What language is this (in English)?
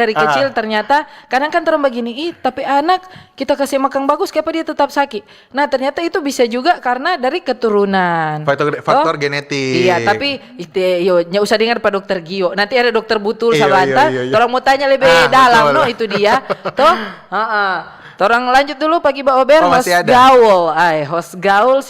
Manado Malay